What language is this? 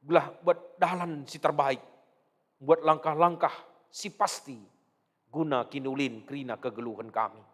Batak Karo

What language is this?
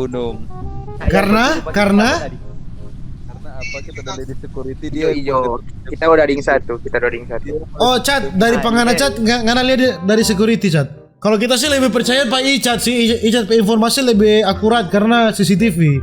Manado Malay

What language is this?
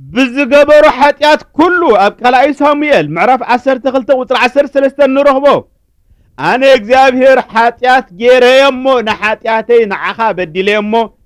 Tigrinya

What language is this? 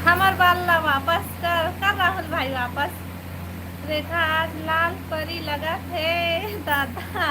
Chhattisgarhi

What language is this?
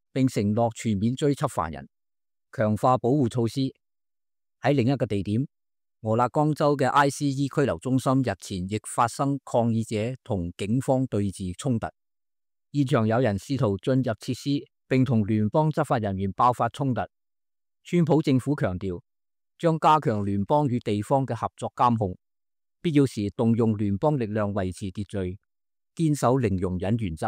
Cantonese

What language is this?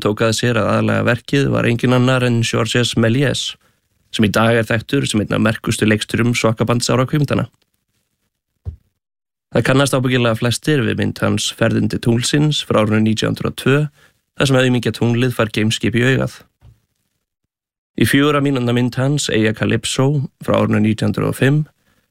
Icelandic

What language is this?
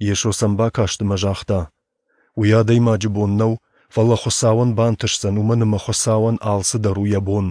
Ossetic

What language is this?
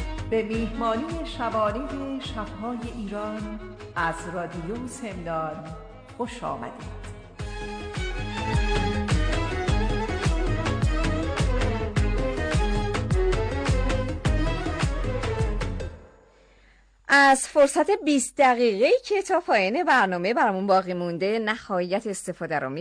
Persian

